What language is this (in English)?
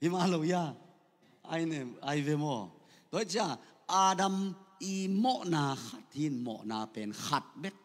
Tedim Chin